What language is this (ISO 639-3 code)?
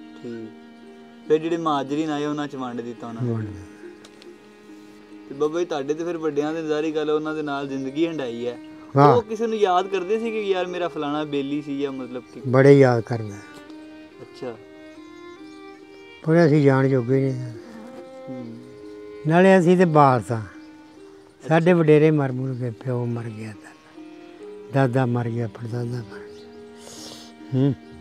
pan